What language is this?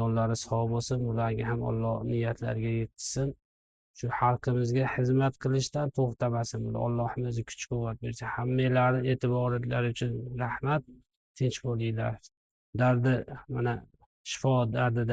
Uzbek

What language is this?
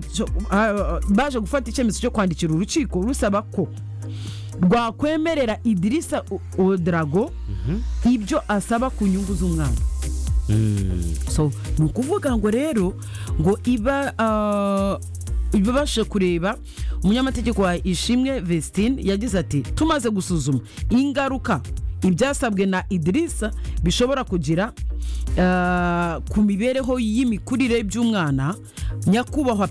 Kinyarwanda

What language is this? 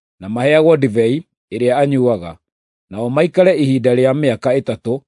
Kikuyu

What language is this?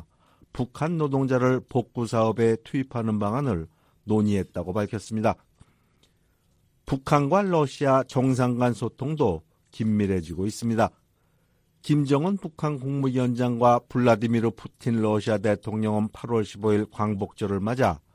Korean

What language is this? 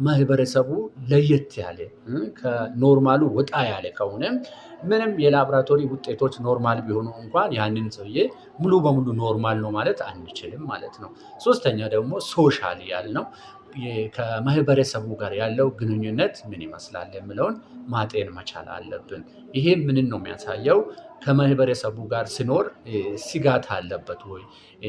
Amharic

